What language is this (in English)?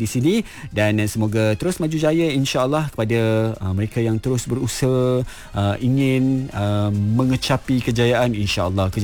Malay